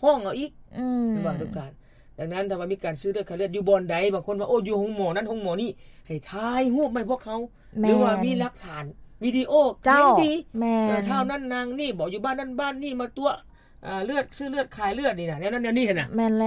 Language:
Lao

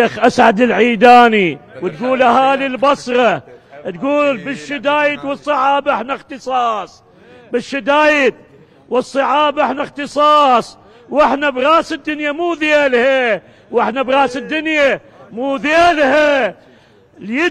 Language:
Mesopotamian Arabic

